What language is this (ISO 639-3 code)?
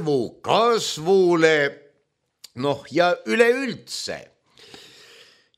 est